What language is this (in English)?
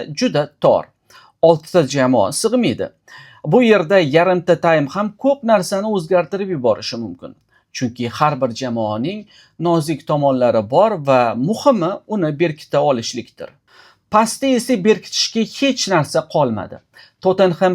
Uzbek